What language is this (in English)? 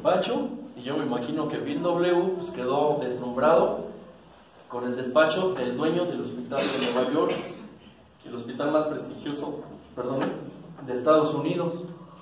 Spanish